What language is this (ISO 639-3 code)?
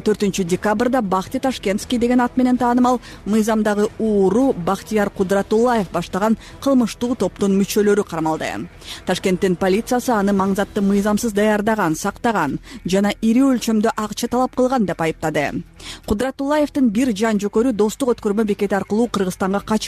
kir